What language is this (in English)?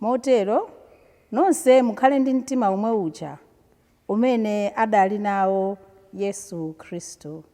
Nyanja